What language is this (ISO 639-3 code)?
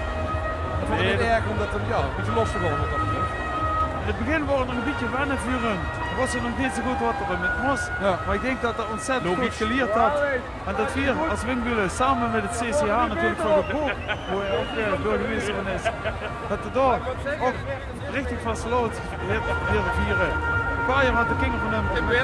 lim